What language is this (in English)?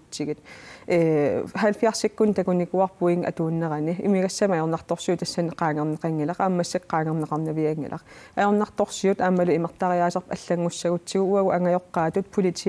Kalaallisut